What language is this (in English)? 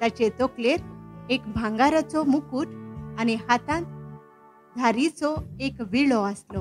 Konkani